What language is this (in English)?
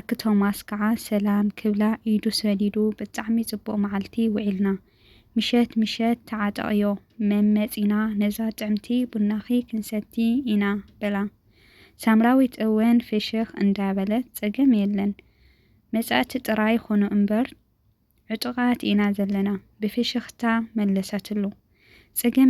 Tigrinya